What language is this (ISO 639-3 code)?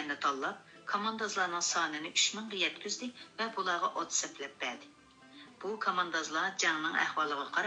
uig